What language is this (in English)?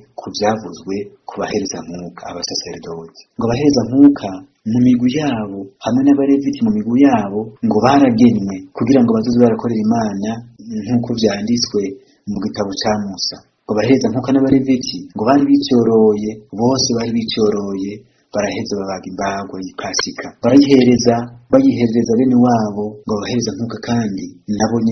Rundi